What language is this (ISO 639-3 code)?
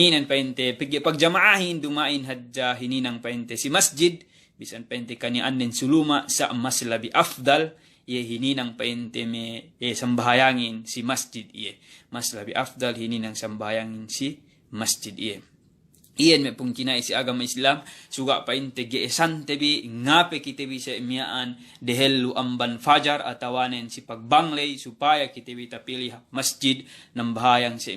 yka